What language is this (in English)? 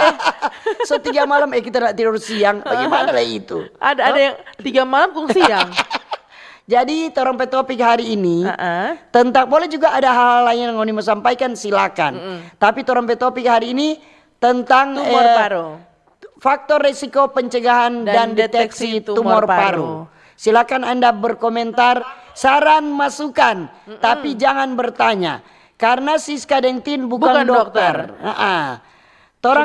Manado Malay